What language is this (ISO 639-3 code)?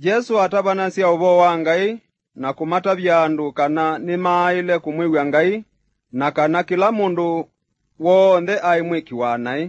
kam